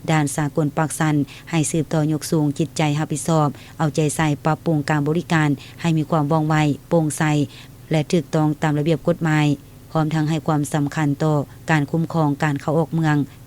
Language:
Lao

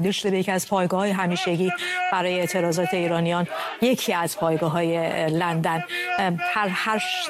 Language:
Persian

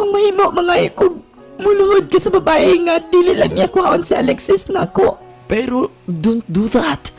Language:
Cebuano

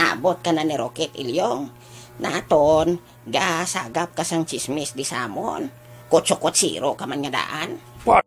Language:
Hiligaynon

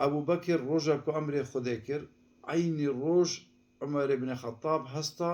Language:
Kurdish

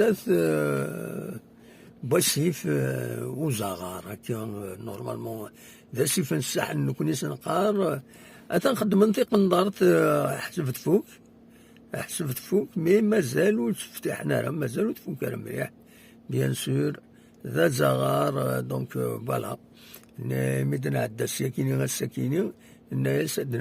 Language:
Kabyle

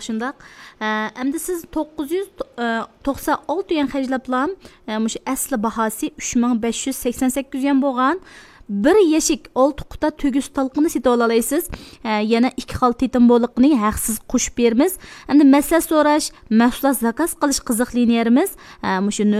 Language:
Uyghur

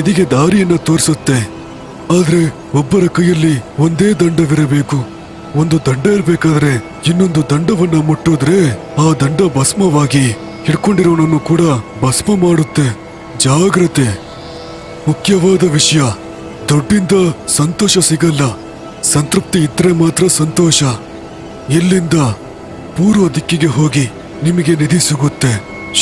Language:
Kannada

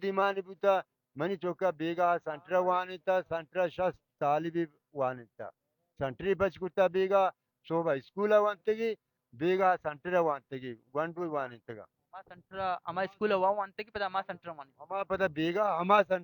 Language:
Baluchi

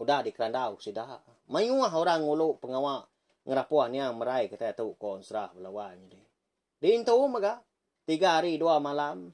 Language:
Iban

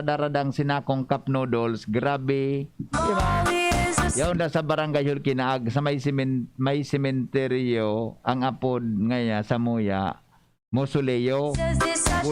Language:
Bikol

